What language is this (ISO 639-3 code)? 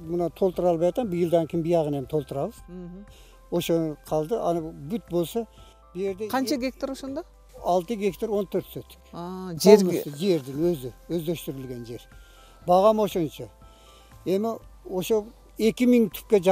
kir